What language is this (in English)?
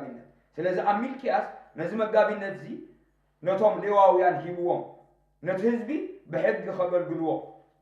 Tigrinya